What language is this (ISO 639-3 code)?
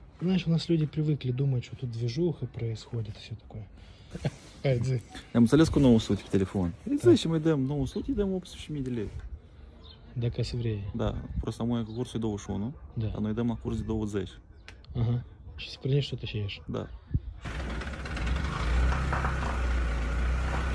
rus